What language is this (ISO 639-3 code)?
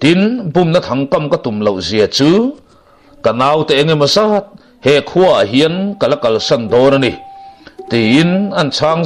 lus